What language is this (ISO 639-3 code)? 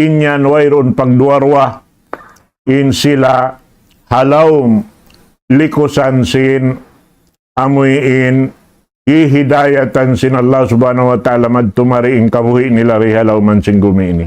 tsg